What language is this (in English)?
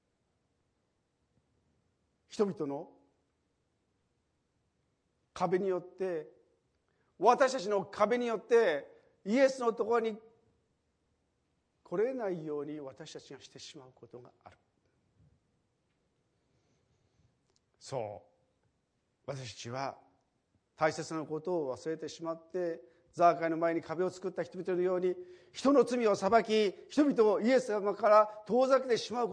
Japanese